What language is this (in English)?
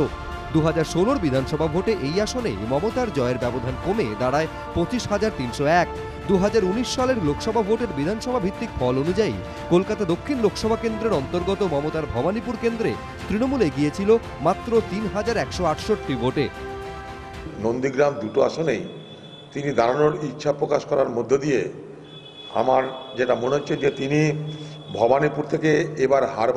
Bangla